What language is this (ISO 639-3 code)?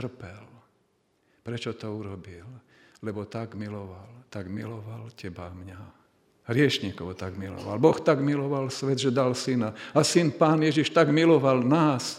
slk